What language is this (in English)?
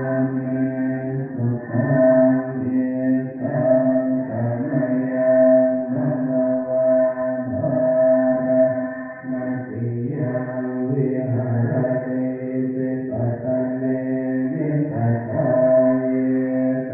Pali